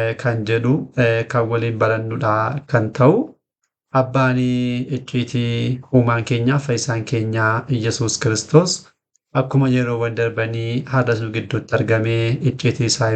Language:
Oromo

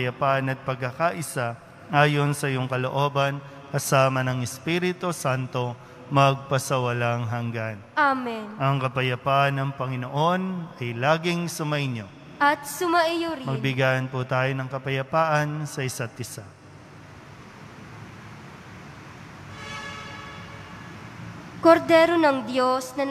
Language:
Filipino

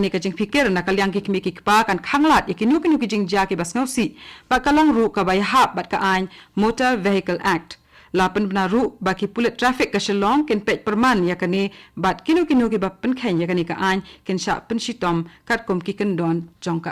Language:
Khasi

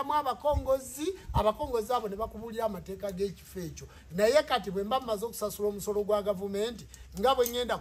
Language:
Ganda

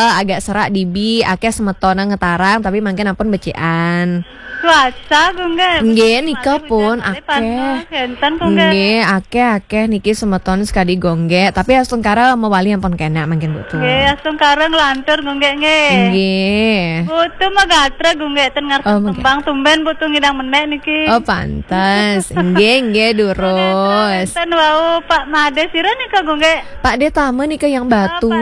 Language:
Balinese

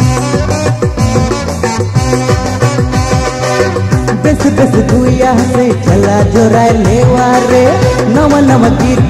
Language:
Sadri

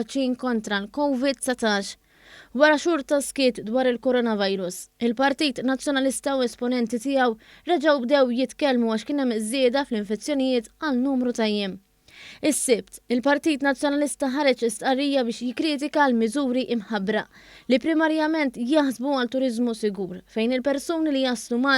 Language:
Maltese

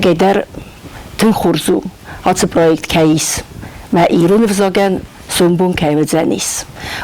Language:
Ossetic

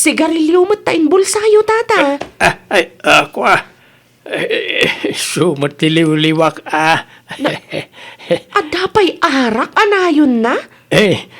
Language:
Iloko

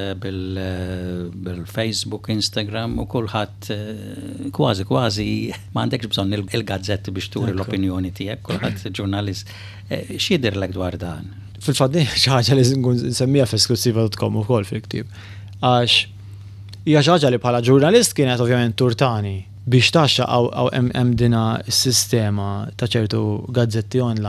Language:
Maltese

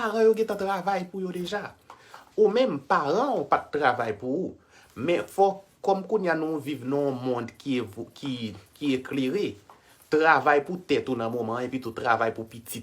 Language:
Haitian Creole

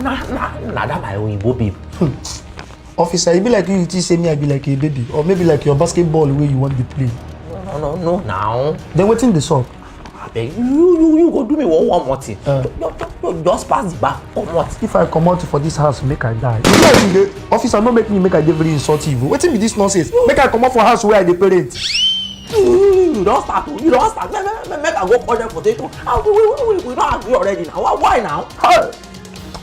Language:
Nigerian Pidgin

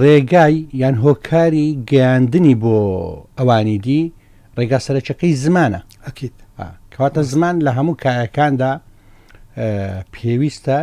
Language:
Central Kurdish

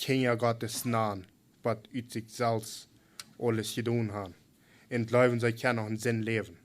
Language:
Plautdietsch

